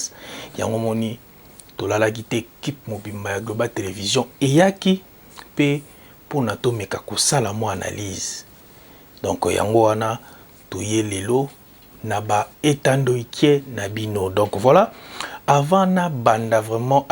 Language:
Lingala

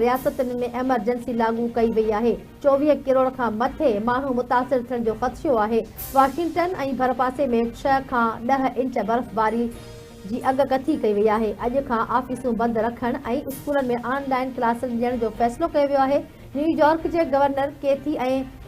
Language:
Sindhi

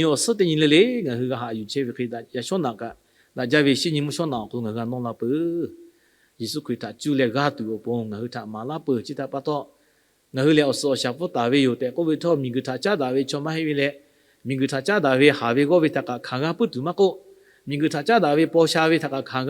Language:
Lahu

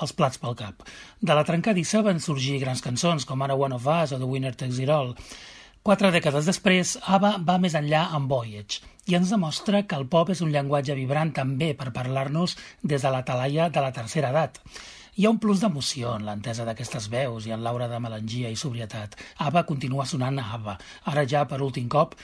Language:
Catalan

